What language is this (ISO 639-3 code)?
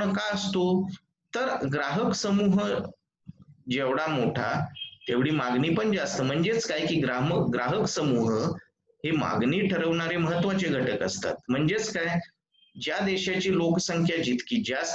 mar